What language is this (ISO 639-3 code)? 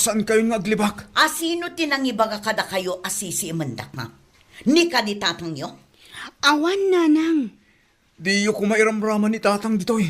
ilo